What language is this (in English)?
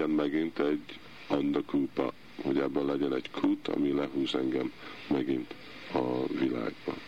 Hungarian